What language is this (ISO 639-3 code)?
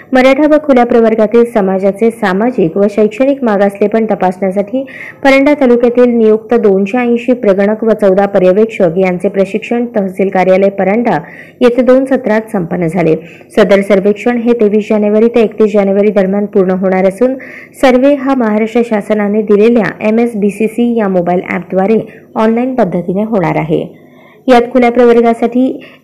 mar